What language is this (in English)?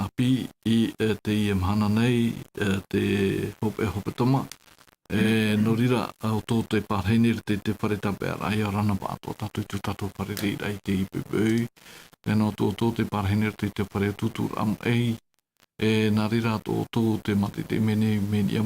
Tahitian